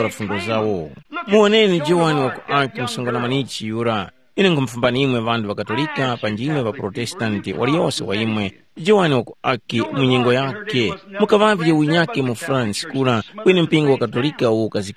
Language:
Tumbuka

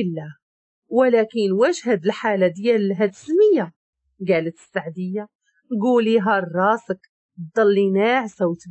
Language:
Moroccan Arabic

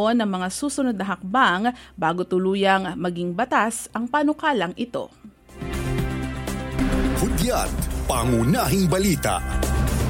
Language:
Filipino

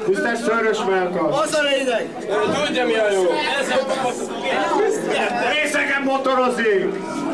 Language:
Hungarian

